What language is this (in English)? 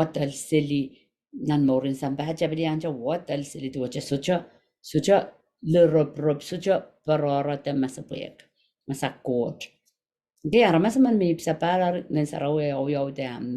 Pohnpeian